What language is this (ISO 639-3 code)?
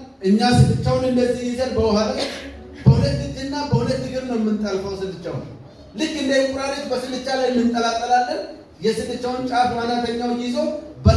amh